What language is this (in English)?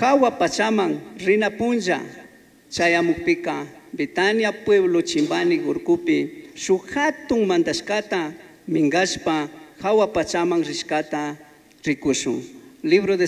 Chimborazo Highland Quichua